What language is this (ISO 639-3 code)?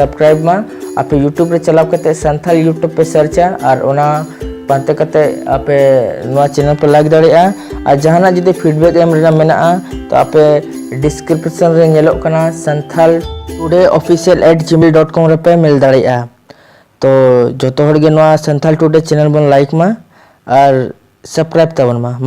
sat